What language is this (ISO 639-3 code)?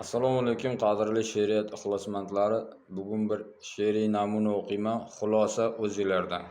uzb